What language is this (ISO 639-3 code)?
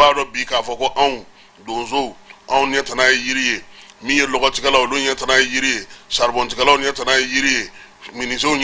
bam